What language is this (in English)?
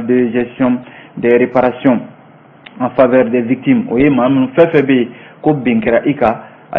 Bambara